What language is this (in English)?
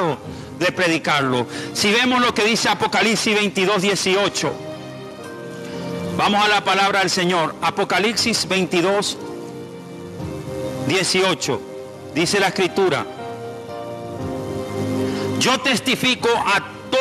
Spanish